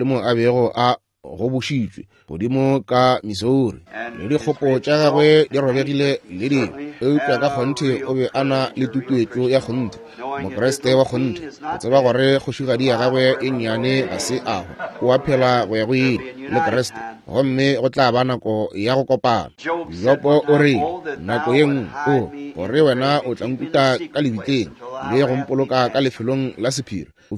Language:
Northern Sotho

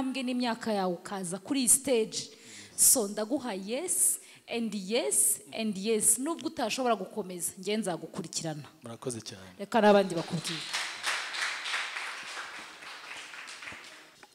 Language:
Kinyarwanda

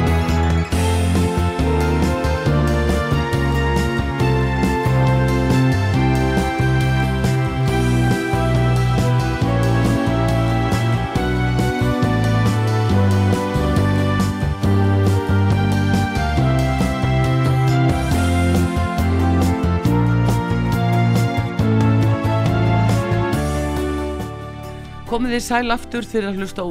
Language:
Icelandic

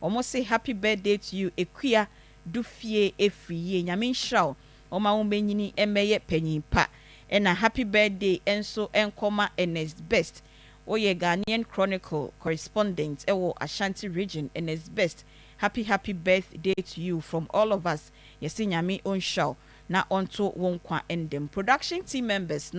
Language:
Akan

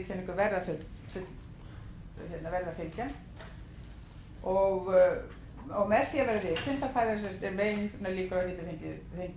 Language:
Icelandic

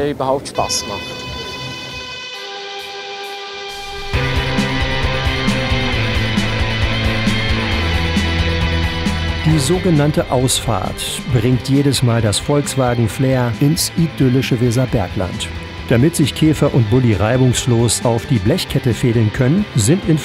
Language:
German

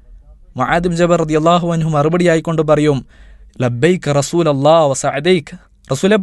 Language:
Malayalam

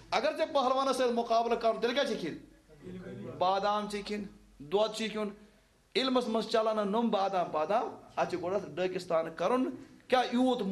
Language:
Kashmiri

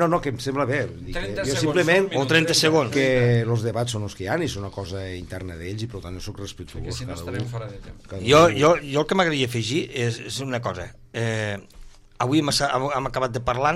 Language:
Catalan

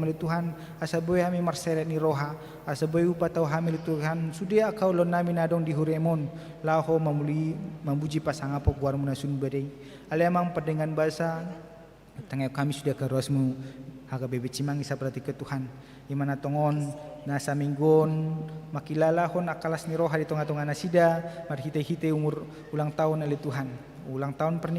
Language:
Batak Toba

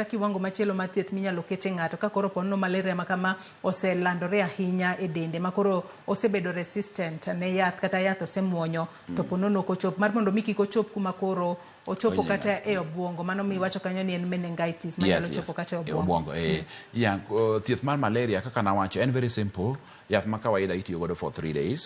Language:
Luo (Kenya and Tanzania)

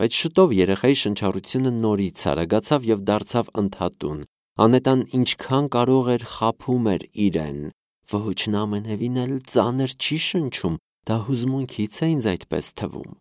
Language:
Armenian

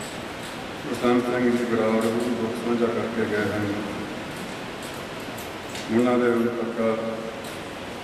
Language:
Punjabi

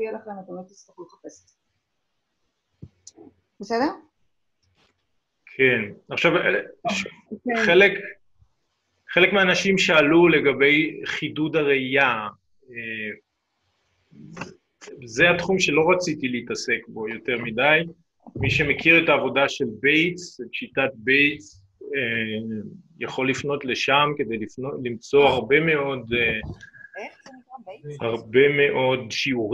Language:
Hebrew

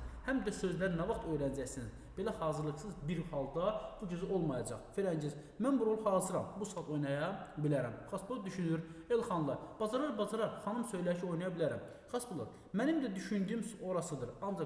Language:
Azerbaijani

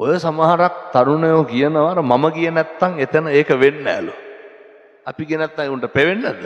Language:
Sinhala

